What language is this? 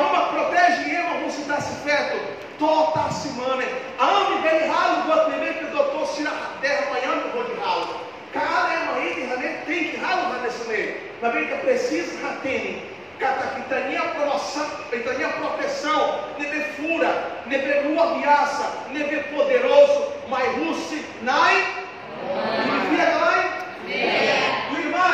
Tetum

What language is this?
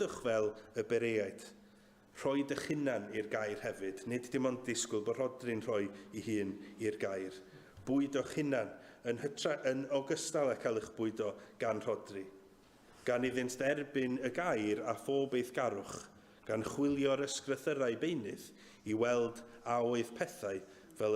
Welsh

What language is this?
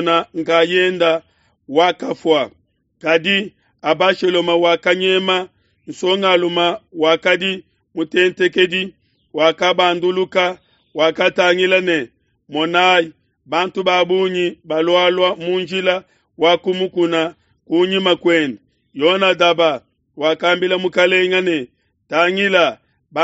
Luba-Lulua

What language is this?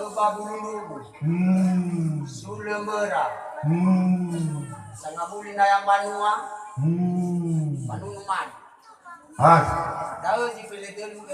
Nias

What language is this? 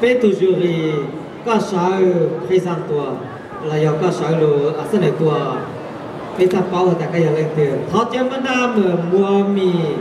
Hmong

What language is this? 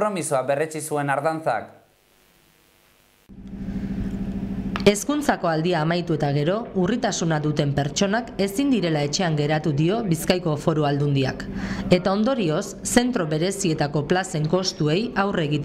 Basque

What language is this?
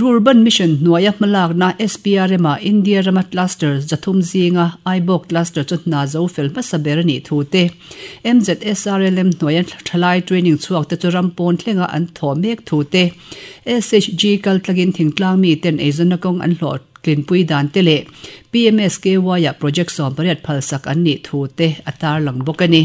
Mizo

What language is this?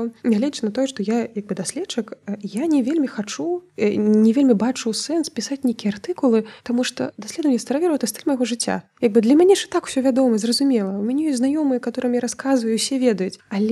Belarusian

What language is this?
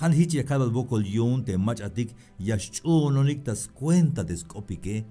Tzeltal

